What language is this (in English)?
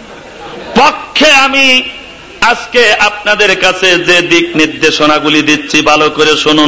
Bangla